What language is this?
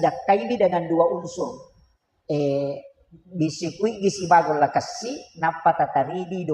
Buginese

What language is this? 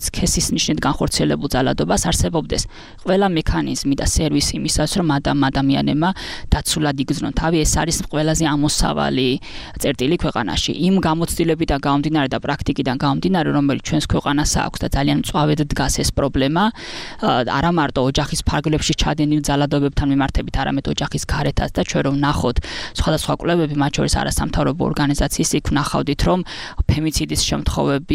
Georgian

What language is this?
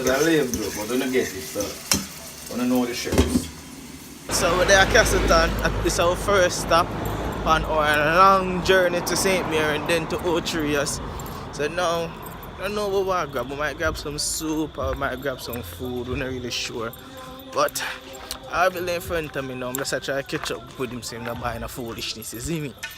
Jamaican Creole English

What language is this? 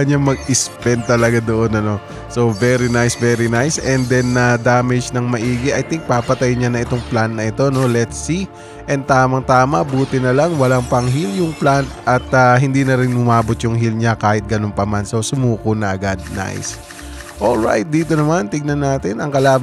Filipino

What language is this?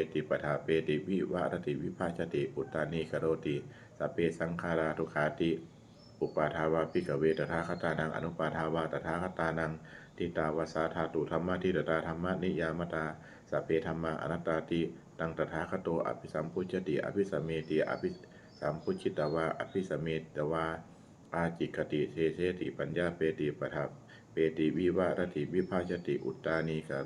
Pali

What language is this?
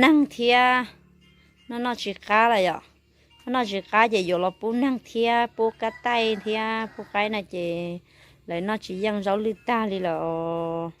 Hmong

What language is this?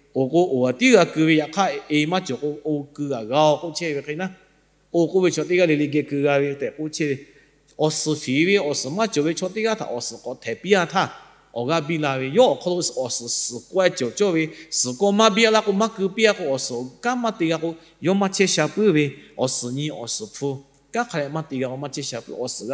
Lahu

